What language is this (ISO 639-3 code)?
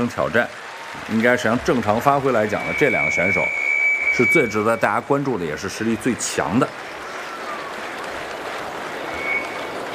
zho